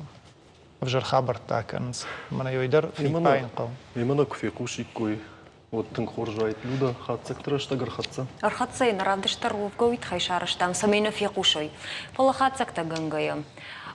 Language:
Ossetic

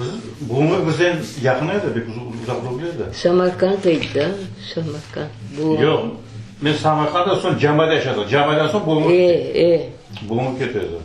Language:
Crimean Tatar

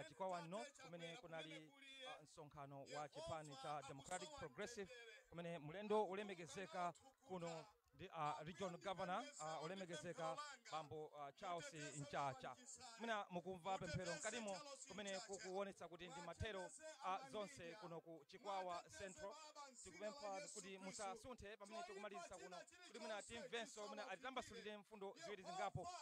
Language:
Nyanja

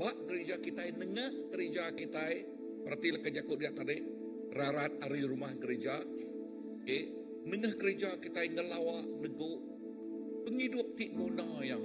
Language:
Iban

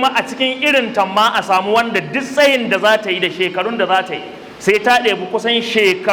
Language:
Hausa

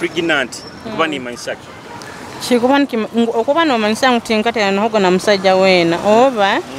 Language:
Nyoro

